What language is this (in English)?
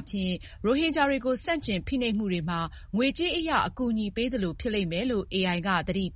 Burmese